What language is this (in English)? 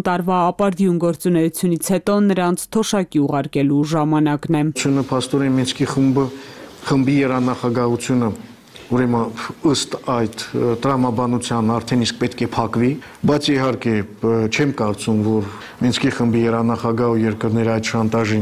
Armenian